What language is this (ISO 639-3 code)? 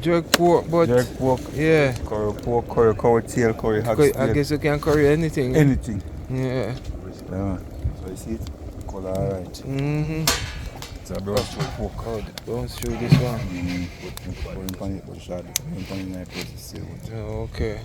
jam